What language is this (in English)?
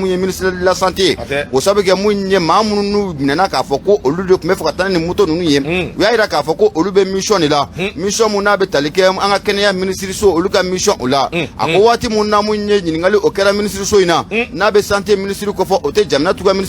Bambara